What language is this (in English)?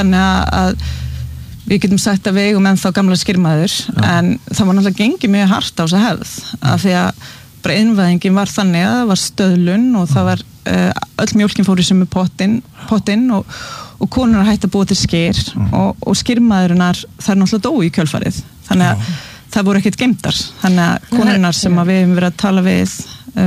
Icelandic